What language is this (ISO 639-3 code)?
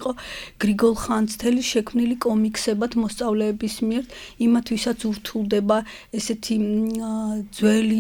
kat